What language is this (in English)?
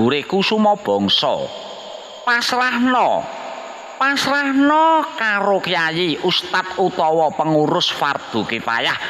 Javanese